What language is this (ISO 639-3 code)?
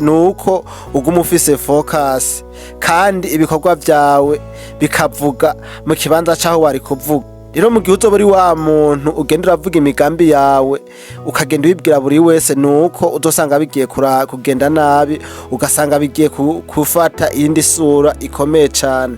run